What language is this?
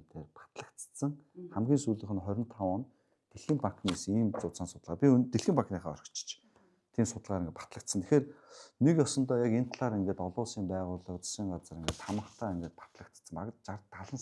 Mongolian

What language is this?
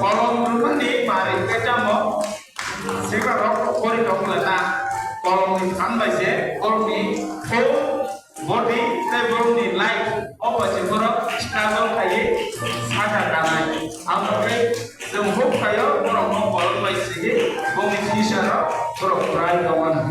Kok Borok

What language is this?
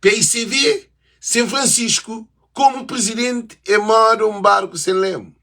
Kabuverdianu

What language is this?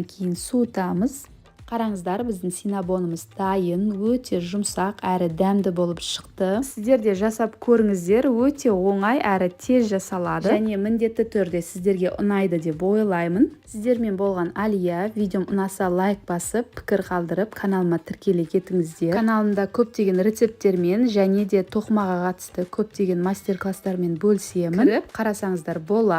Kazakh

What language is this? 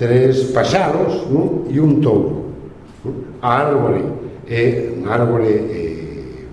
Galician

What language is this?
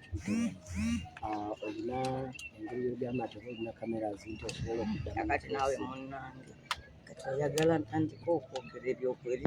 Ganda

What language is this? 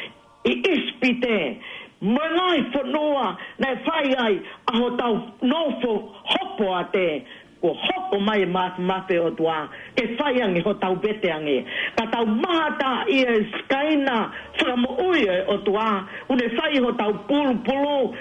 Tongan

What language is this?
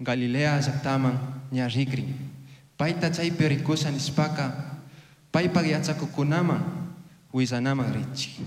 Chimborazo Highland Quichua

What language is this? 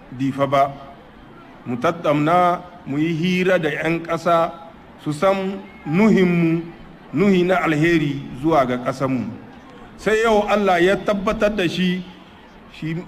Hausa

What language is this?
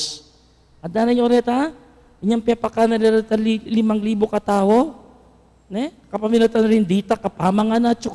Pampanga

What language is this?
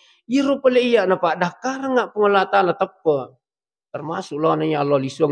Buginese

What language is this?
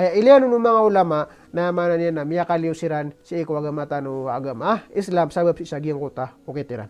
Maranao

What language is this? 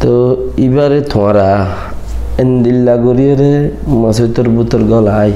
Rohingya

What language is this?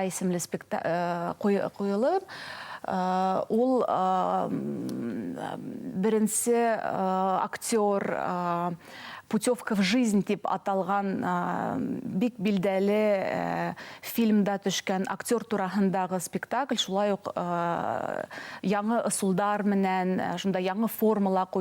Bashkir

